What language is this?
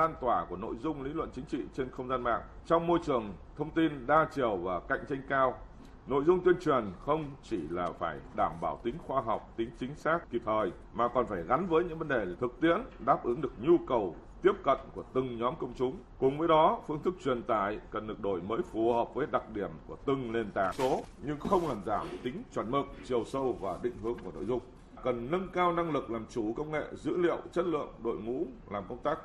Vietnamese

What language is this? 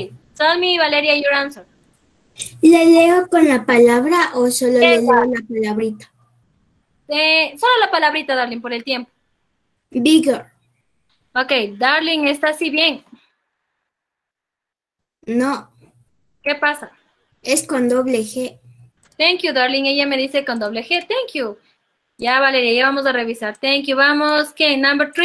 Spanish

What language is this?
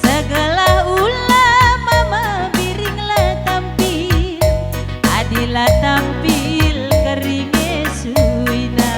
Batak Karo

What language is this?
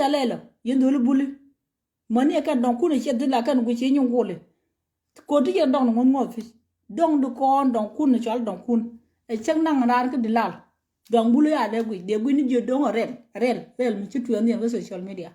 Nuer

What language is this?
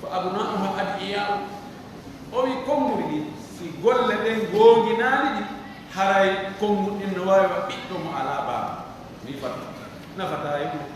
Pular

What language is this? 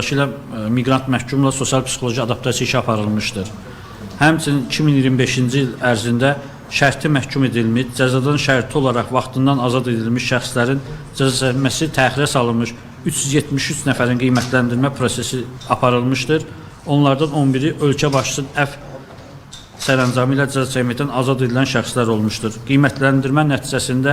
Azerbaijani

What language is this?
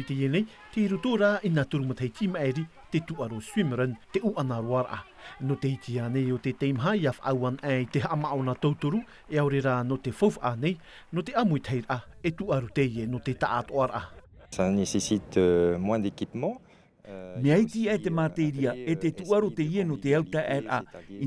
Tahitian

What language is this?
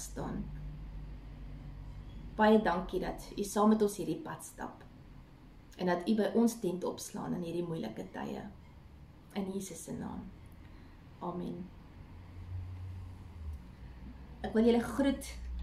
Afrikaans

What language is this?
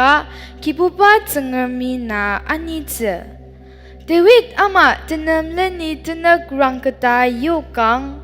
Ao Naga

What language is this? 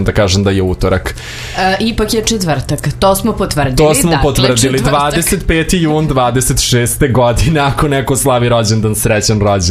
Serbian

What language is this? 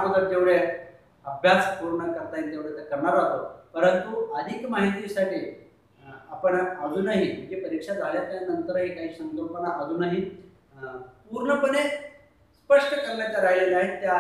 Marathi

